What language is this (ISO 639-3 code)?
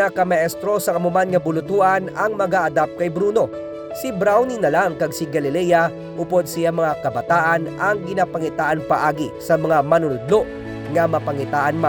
hil